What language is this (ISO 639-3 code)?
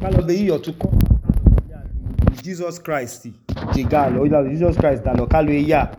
idu